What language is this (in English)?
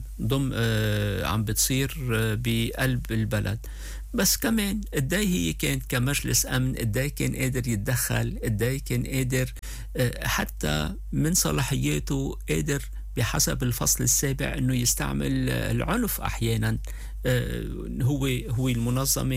North Levantine Arabic